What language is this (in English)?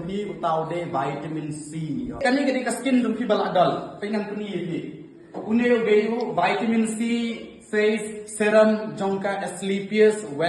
Khasi